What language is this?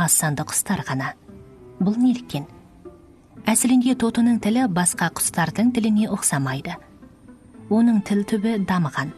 Kazakh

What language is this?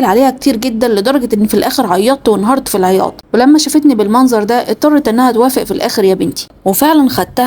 Egyptian Arabic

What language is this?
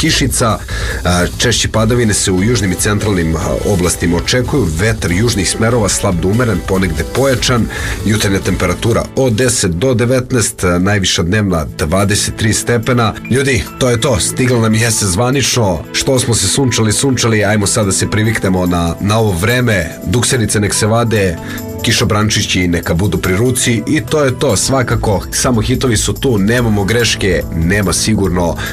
Serbian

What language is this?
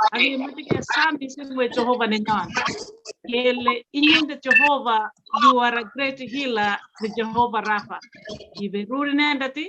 Kalenjin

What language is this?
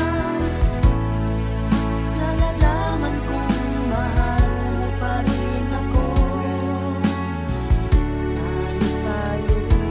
Filipino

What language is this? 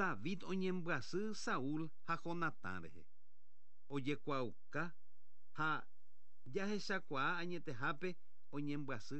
Guarani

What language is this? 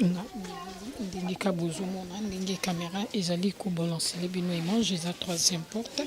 Lingala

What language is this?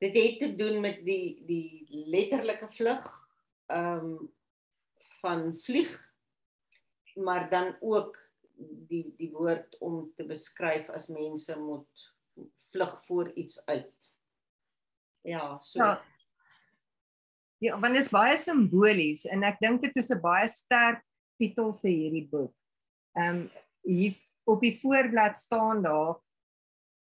Afrikaans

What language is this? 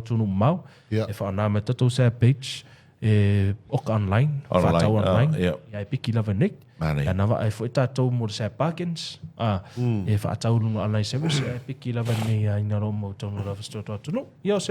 Samoan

